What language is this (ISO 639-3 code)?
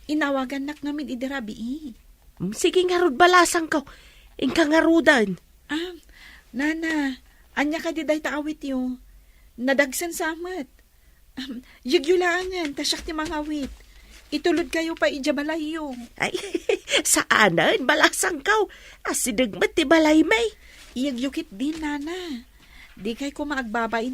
ilo